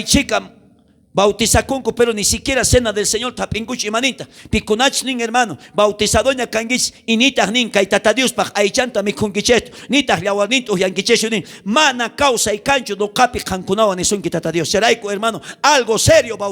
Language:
South Bolivian Quechua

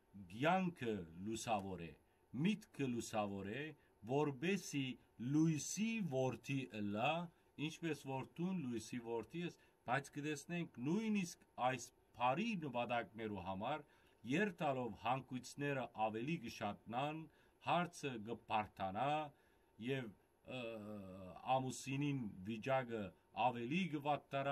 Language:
Western Armenian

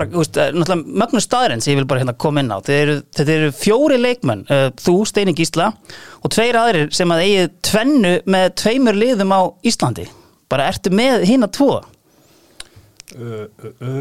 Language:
Icelandic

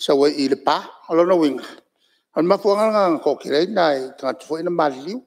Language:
Samoan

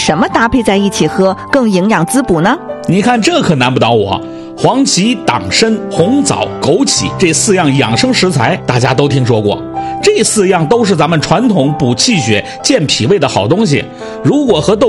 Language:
Chinese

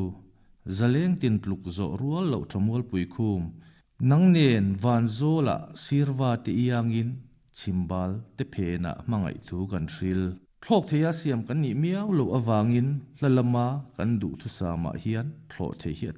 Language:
Mizo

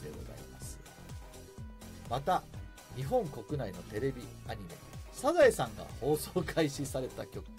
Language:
Japanese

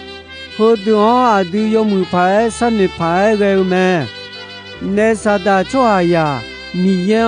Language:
Akha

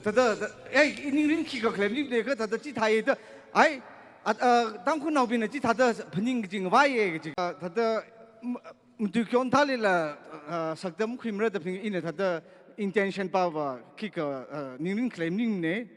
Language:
Tangkhul Naga (India)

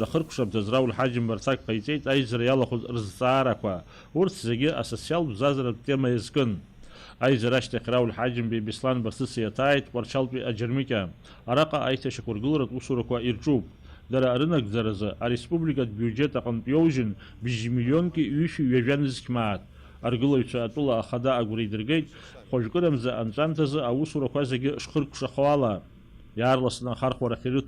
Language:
Abkhazian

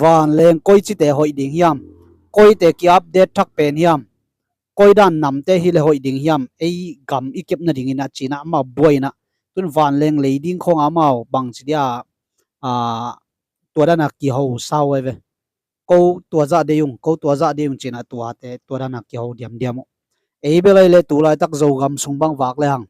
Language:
Tedim Chin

